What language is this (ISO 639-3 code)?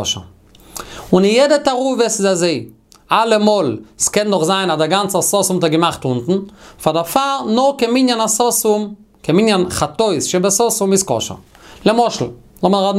yid